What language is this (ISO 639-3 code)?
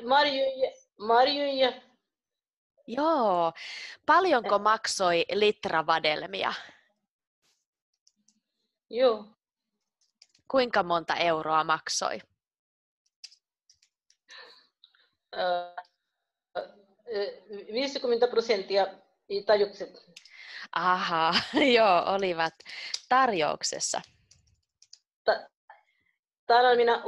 fin